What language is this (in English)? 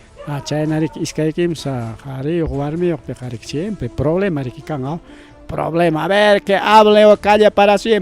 Ayacucho Quechua